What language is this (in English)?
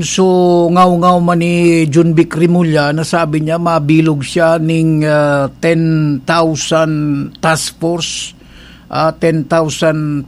Bikol